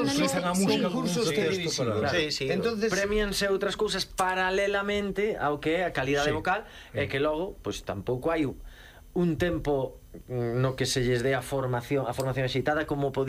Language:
Galician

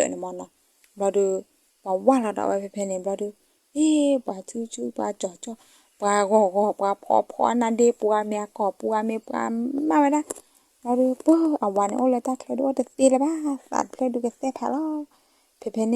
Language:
S'gaw Karen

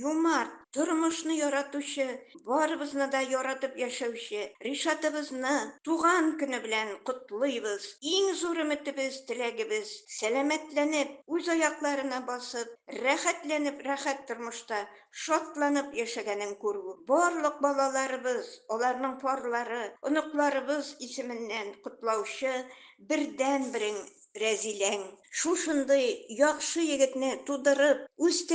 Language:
Tatar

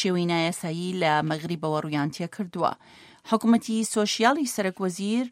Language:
Central Kurdish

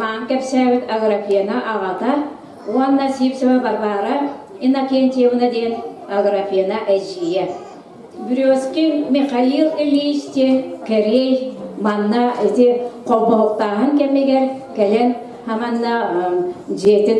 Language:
Yakut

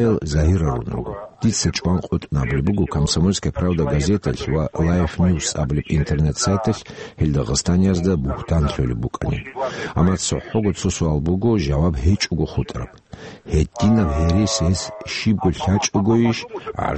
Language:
Avaric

